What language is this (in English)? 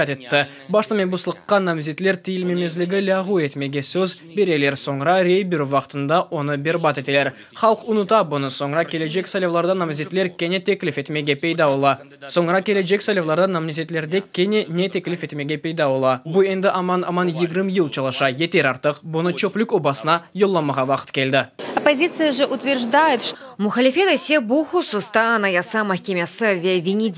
Crimean Tatar